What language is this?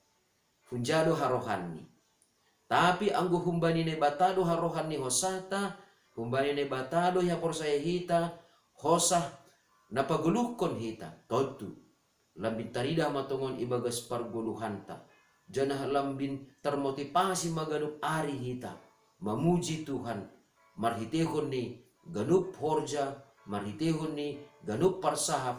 Batak Simalungun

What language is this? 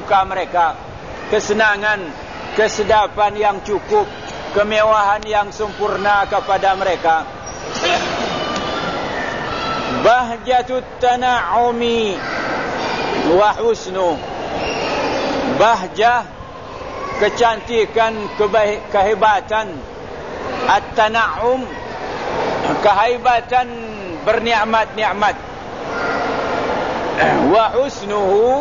Malay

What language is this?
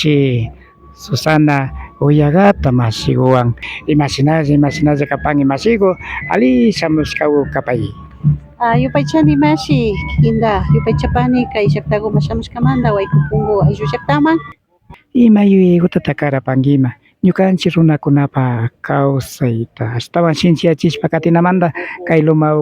Imbabura Highland Quichua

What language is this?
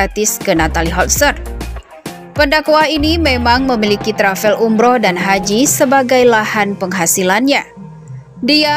Indonesian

